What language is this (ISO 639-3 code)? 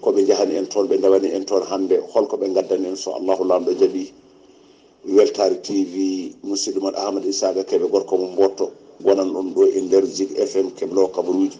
ful